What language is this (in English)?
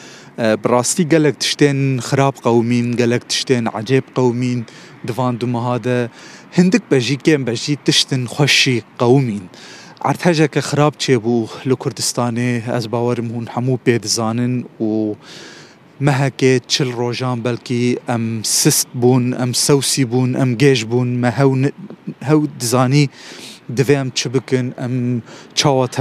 Kurdish